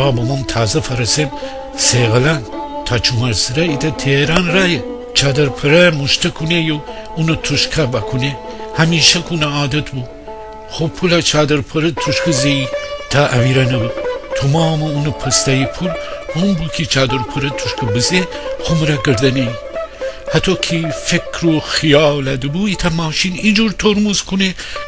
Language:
Gilaki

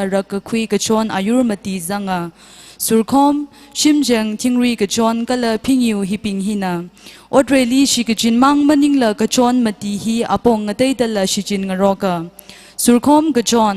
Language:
Tangkhul Naga (India)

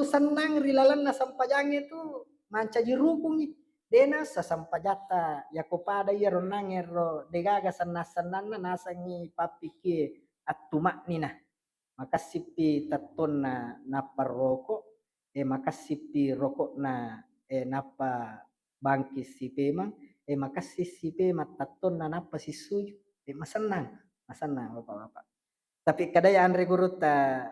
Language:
Buginese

